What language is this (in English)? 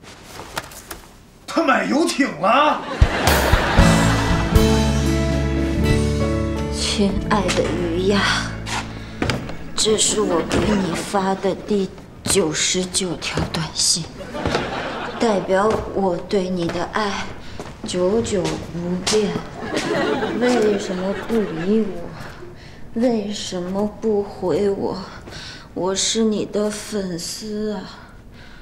Chinese